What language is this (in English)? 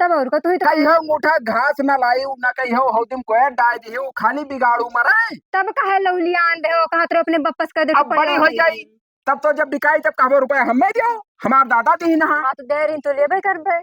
Awadhi